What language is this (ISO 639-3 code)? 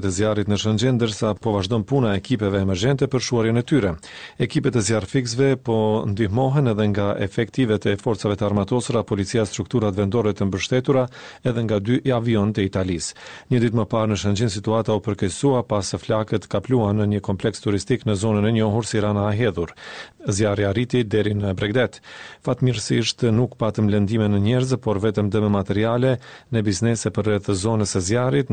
sqi